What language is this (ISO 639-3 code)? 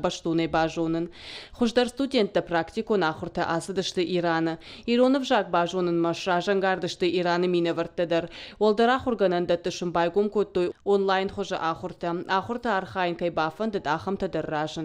oss